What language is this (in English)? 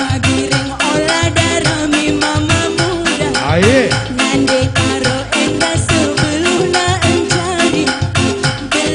Batak Karo